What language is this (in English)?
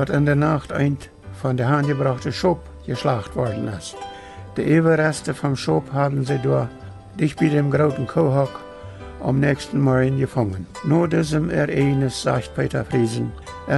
Plautdietsch